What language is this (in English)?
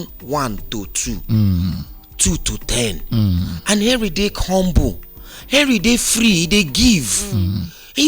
Nigerian Pidgin